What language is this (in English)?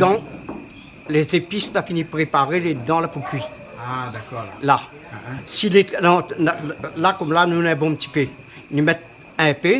Réunion Creole French